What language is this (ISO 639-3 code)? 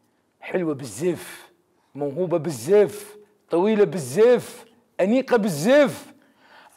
acm